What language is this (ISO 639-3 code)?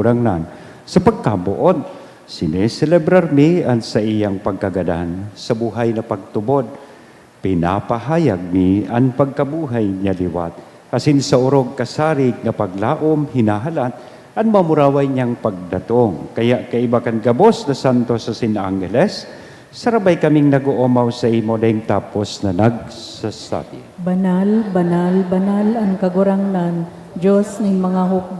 bik